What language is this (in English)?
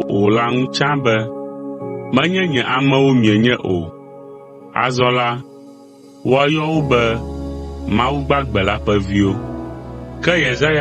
Ewe